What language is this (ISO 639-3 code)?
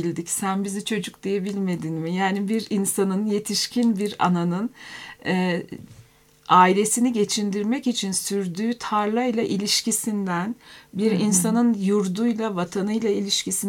tur